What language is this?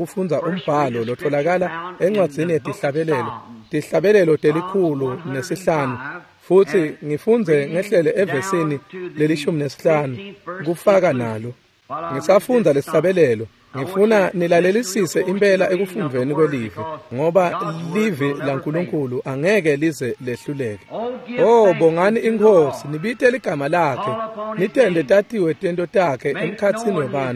Swati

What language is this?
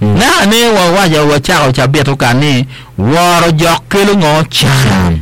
Acoli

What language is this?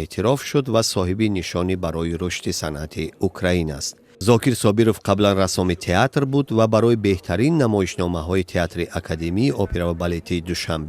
Tajik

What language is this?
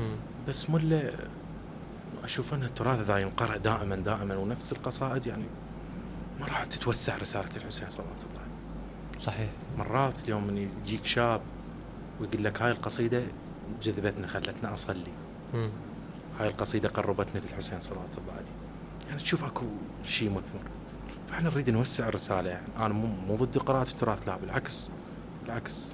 Mesopotamian Arabic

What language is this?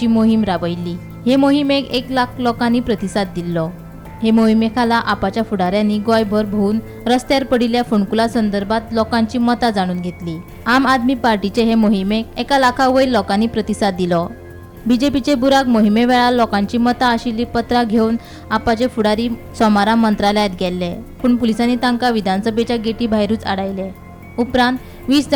Konkani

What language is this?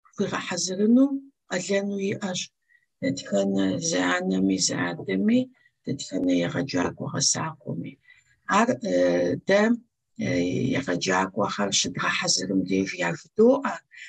Kabardian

